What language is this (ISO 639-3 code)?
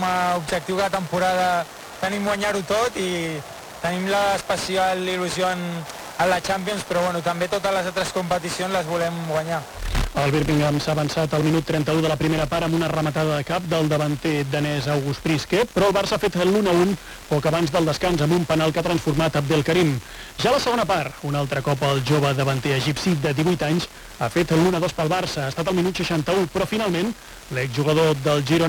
cat